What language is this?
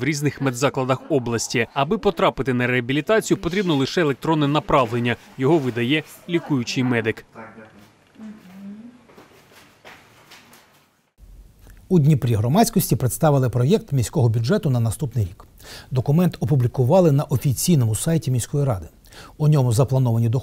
Ukrainian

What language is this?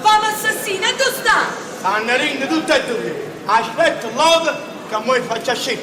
Neapolitan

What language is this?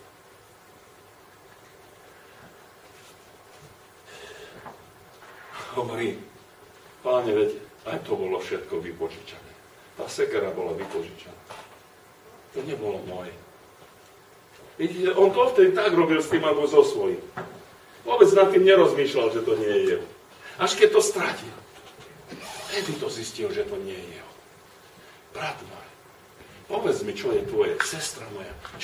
Slovak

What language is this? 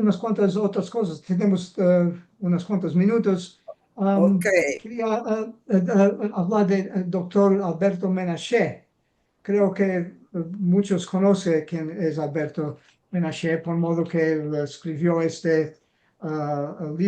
Ladino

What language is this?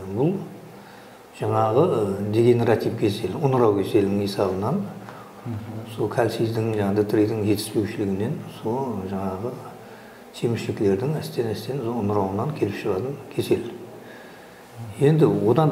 Kara-Kalpak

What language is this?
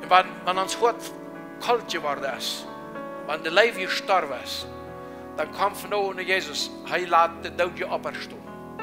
Plautdietsch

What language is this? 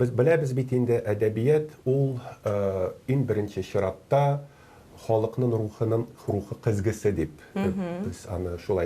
Tatar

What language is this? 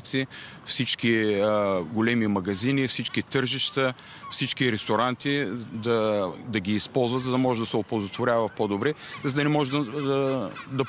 Bulgarian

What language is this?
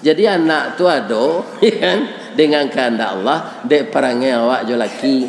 Minangkabau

